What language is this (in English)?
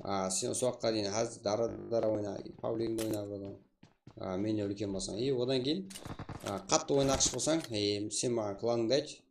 Kara-Kalpak